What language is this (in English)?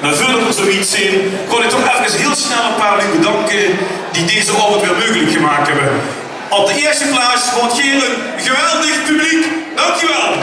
Limburgish